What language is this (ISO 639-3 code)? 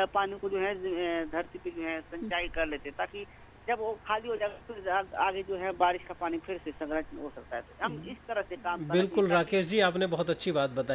hin